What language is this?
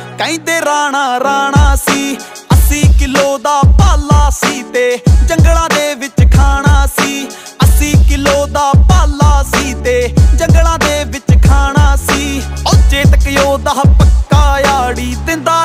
Punjabi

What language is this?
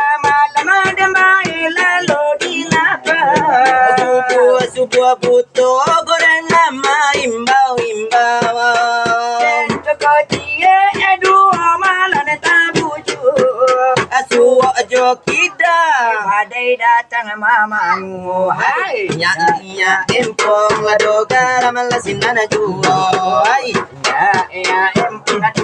Minangkabau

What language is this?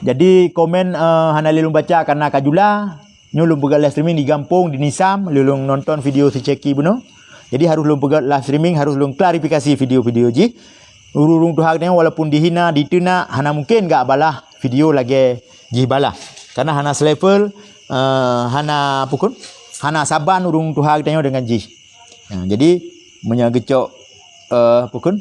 Achinese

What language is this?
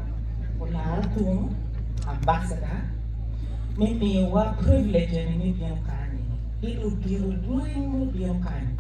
Acoli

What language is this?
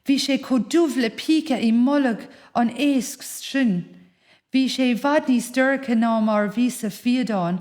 Irish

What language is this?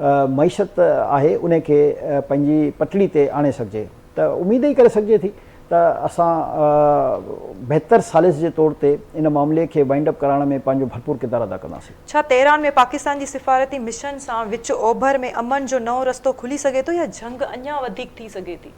Sindhi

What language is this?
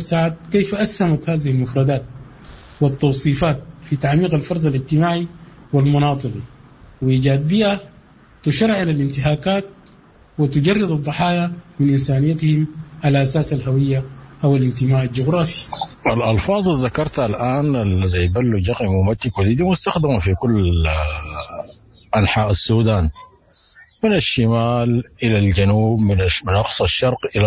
Sudanese Arabic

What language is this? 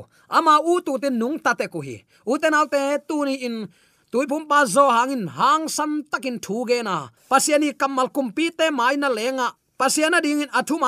Tedim Chin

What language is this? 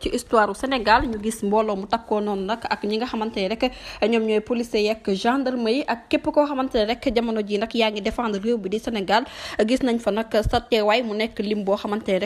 Wolof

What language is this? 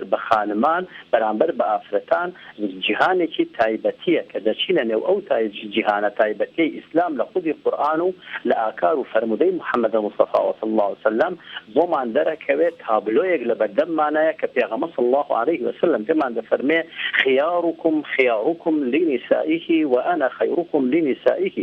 Central Kurdish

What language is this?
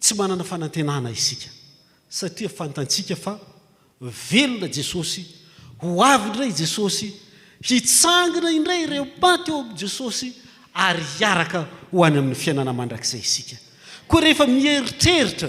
Malagasy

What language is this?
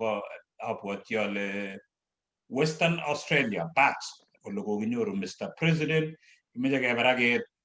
Kalenjin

